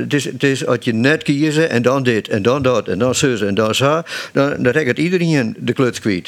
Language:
Western Frisian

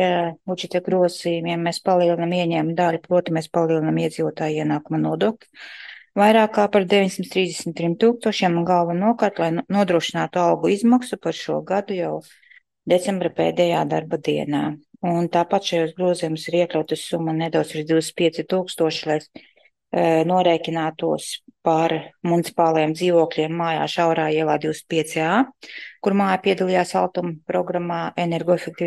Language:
Latvian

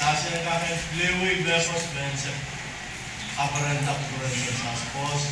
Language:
Pohnpeian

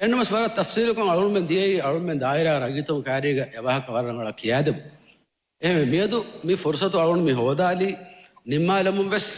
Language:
Divehi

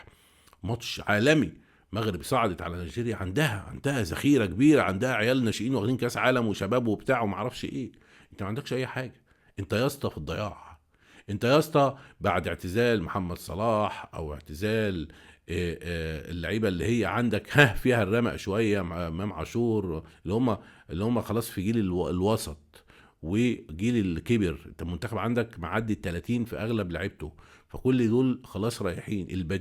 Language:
Egyptian Arabic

